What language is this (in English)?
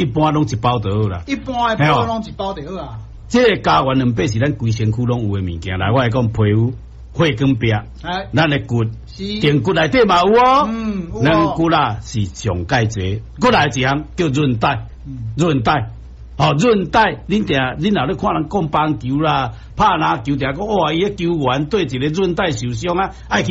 Min Nan Chinese